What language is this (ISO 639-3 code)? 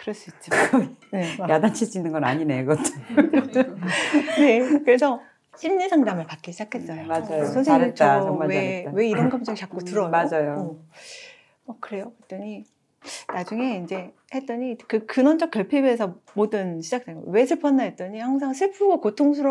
kor